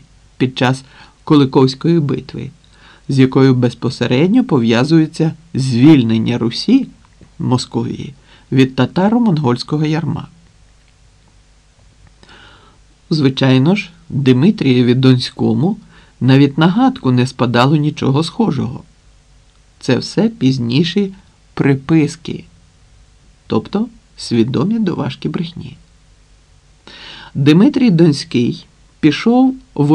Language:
Ukrainian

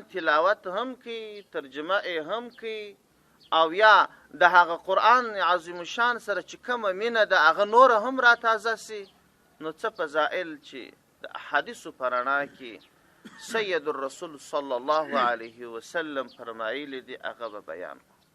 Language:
Pashto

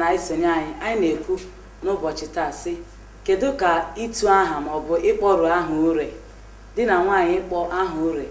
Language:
Igbo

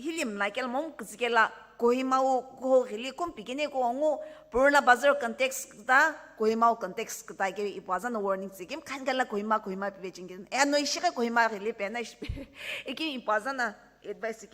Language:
Sumi Naga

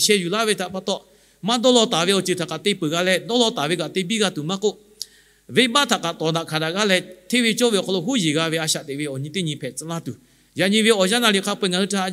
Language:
Lahu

